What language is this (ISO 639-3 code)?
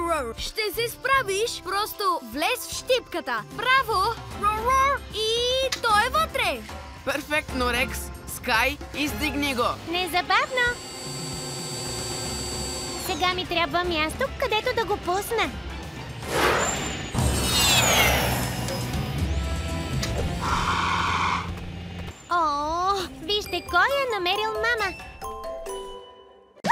bul